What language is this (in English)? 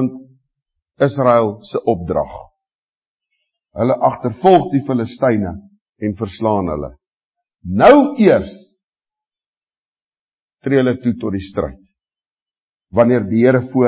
Afrikaans